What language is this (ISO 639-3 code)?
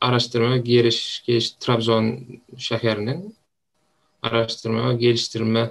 tuk